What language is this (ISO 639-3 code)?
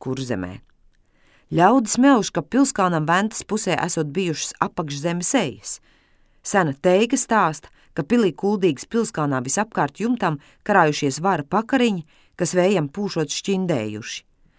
lav